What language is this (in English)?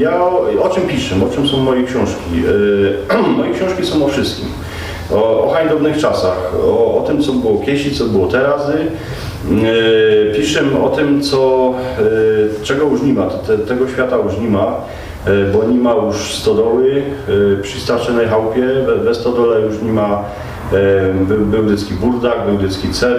Silesian